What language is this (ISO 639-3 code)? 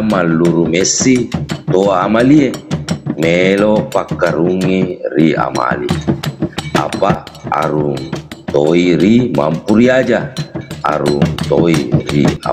bug